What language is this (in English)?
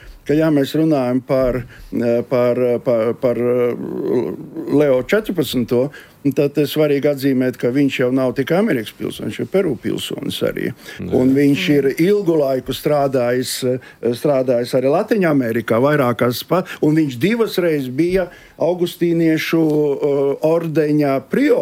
Latvian